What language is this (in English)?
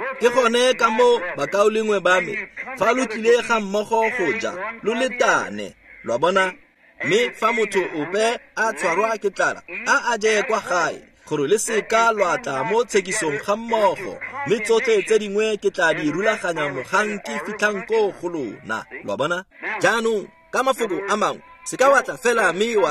Tswana